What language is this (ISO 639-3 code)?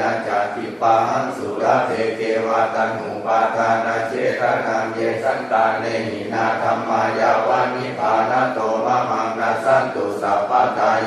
pli